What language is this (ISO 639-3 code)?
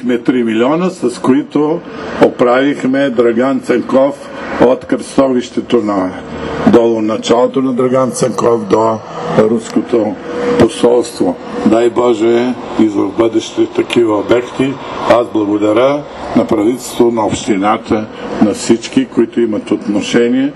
bul